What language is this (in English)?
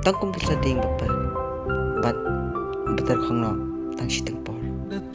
Khasi